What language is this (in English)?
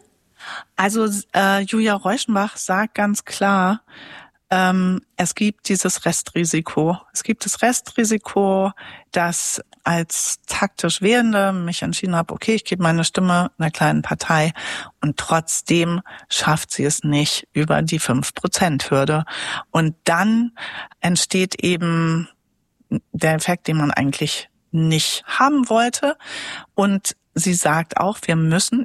German